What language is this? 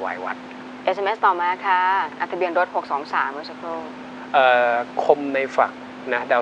Thai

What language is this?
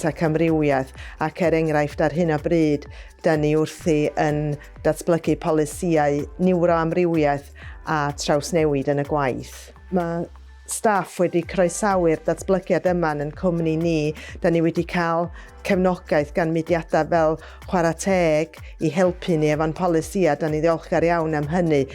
Welsh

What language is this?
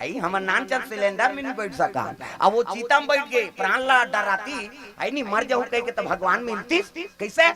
Chhattisgarhi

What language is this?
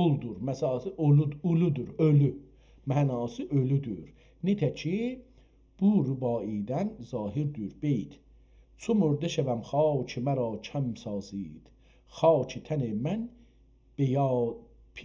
South Azerbaijani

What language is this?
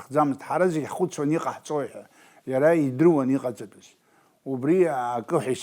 Abkhazian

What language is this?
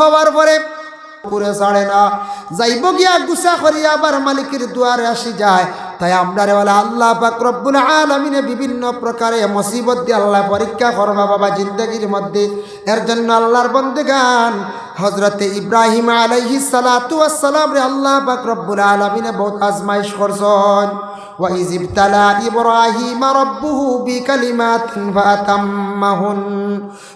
Sylheti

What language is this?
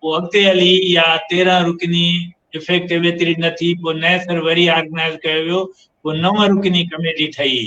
Sindhi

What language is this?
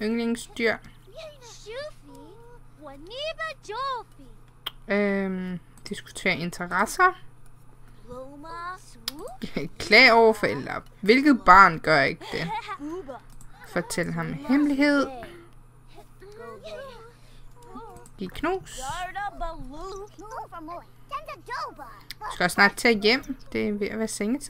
Danish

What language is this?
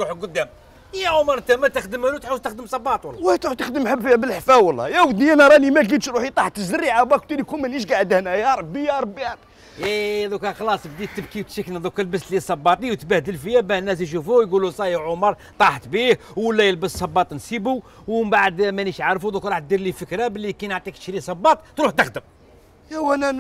Algerian Arabic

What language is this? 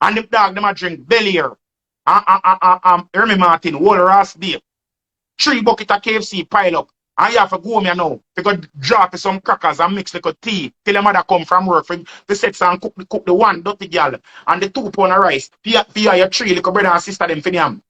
Jamaican Creole English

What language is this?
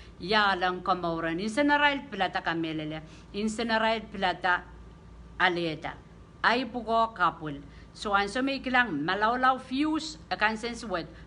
Pohnpeian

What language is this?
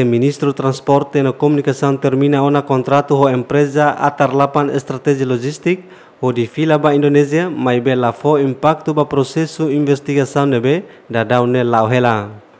Tetum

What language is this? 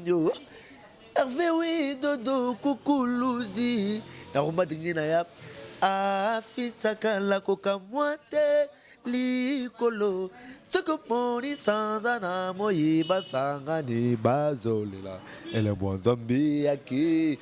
Lingala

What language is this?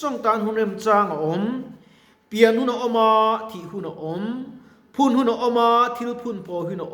Mizo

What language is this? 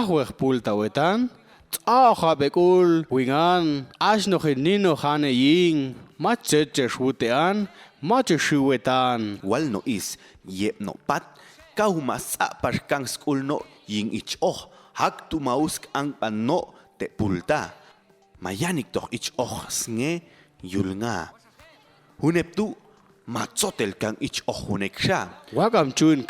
Popti'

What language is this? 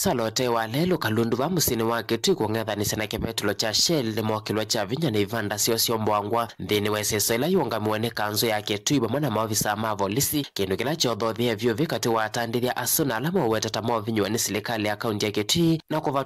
Kamba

